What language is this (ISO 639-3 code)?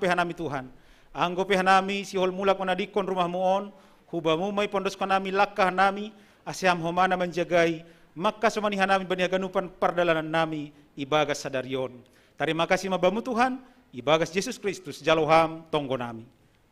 bts